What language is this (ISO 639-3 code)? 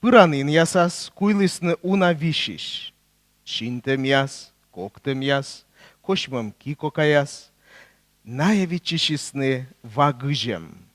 kom